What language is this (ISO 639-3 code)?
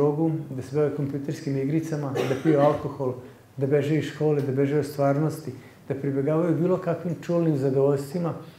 srp